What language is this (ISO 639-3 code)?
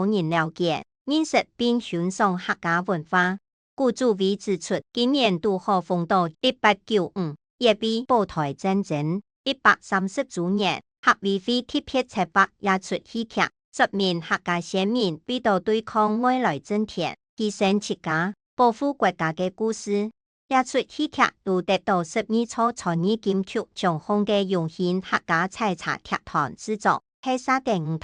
hak